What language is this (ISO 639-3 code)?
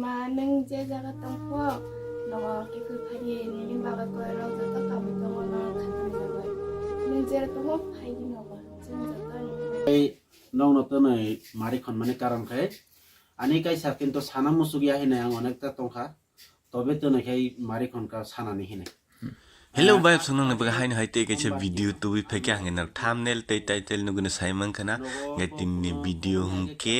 trp